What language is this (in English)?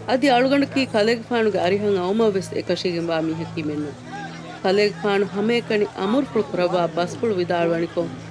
Divehi